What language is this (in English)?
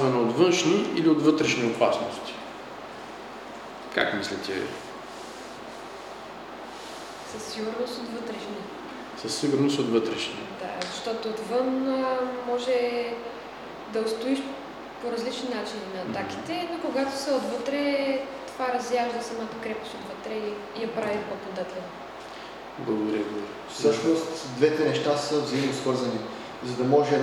Bulgarian